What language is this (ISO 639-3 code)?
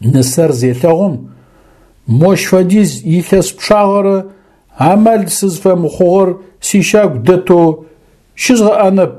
ady